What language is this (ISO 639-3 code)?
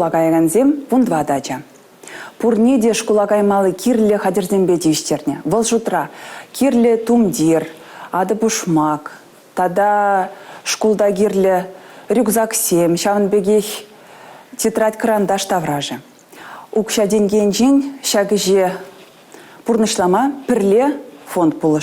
chv